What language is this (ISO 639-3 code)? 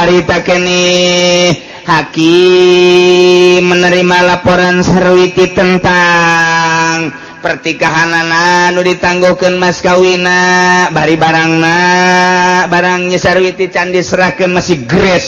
sun